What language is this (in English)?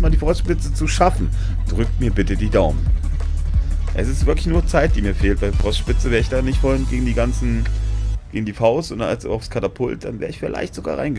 German